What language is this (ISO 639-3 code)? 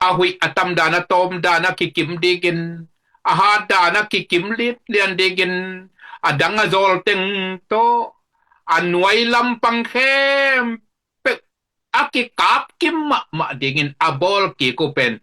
ctd